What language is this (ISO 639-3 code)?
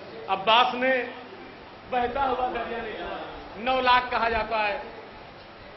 urd